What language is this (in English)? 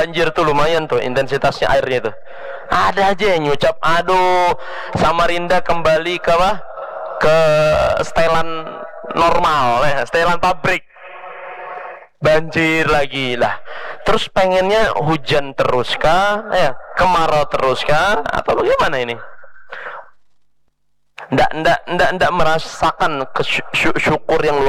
Indonesian